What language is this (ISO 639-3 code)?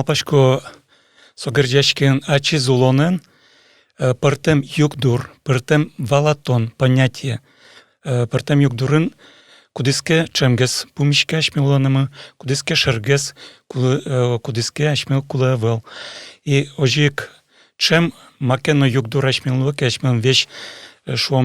udm